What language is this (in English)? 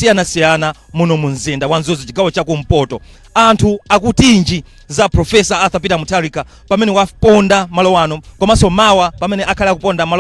Nyanja